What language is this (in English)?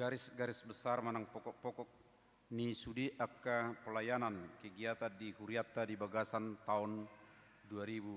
Batak Toba